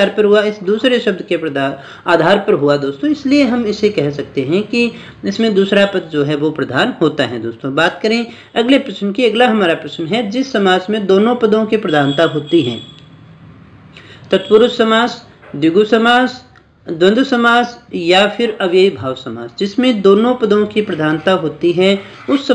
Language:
Hindi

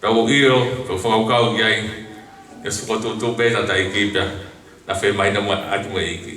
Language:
Tongan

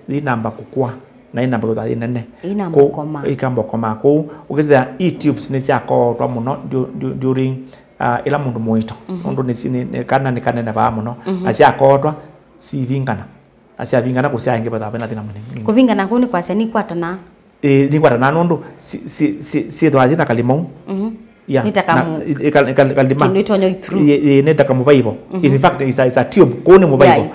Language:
Kamba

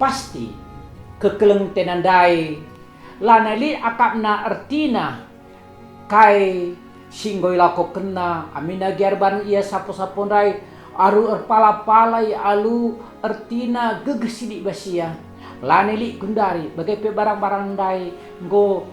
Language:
Batak Karo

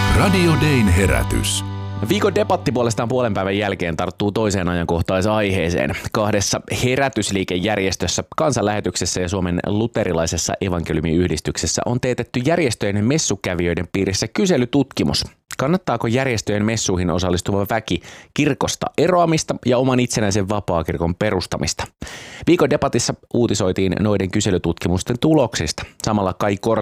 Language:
Finnish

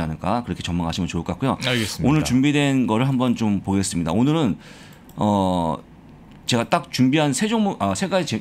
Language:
Korean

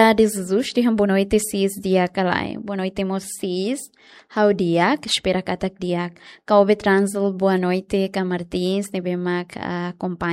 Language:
Tetum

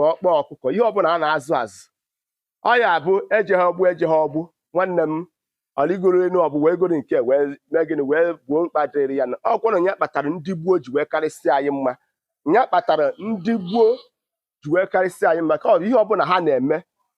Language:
Igbo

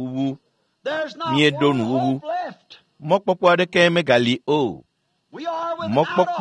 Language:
Ewe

